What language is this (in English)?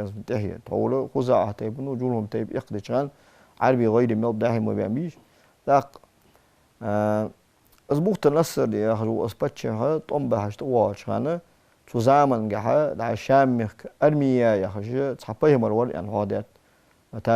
Ingush